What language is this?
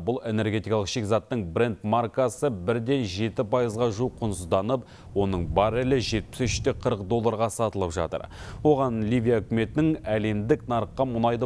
Kazakh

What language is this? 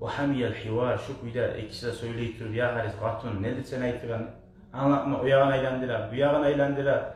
Kumyk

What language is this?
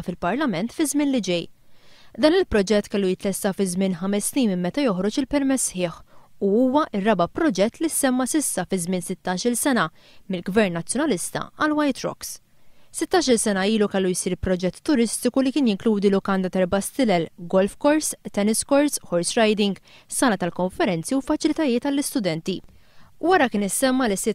Maltese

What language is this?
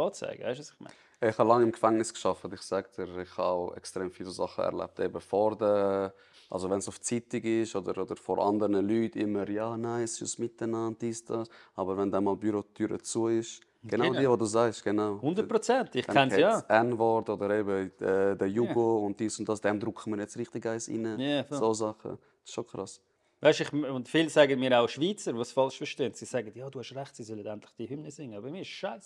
Swiss German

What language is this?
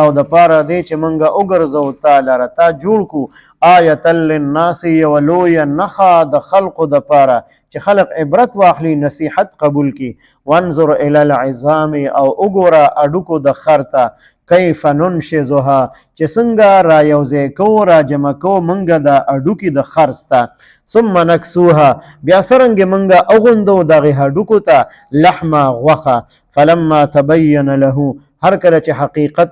Pashto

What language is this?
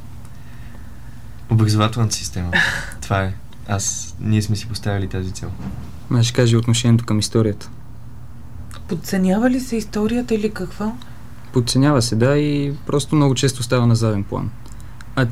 Bulgarian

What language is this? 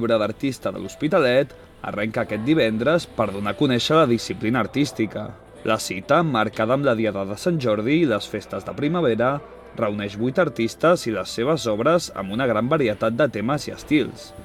Catalan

